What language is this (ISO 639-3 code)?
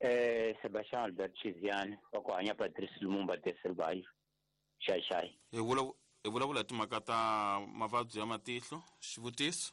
tso